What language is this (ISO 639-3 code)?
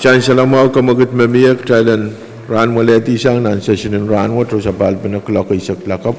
pon